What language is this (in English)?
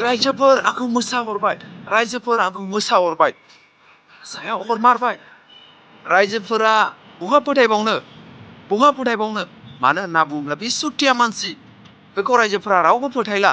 Bodo